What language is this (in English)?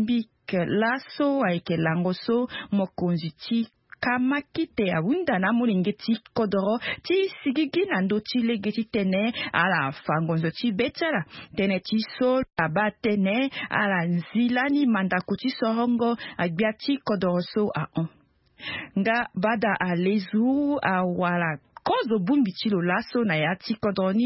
Sango